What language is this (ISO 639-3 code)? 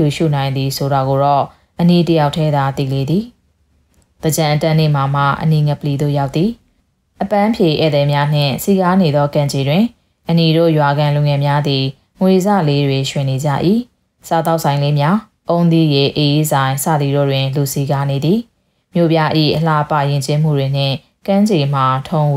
mya